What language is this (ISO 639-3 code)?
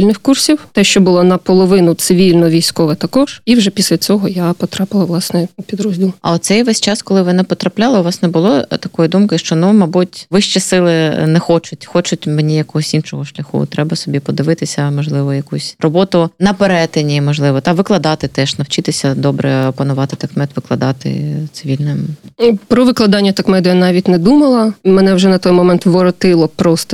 ukr